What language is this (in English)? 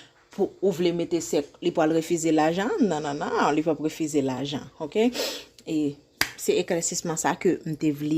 Haitian Creole